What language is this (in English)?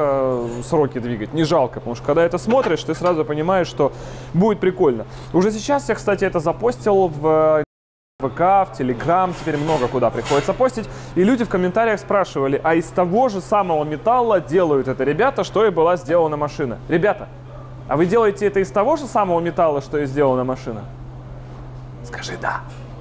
Russian